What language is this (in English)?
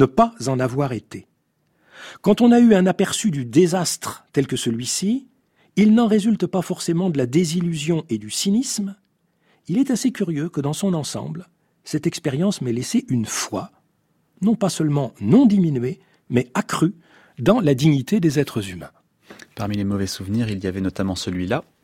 French